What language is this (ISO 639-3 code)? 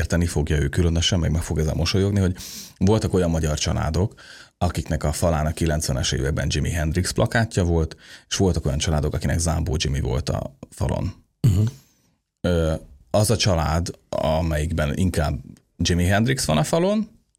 hun